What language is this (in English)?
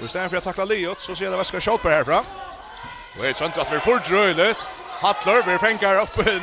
Faroese